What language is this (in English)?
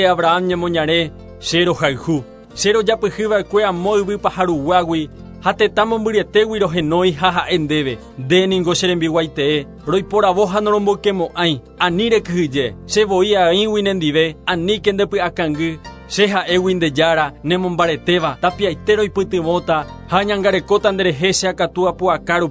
Guarani